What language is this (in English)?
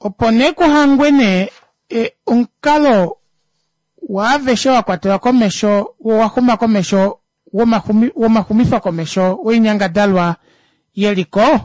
Kuanyama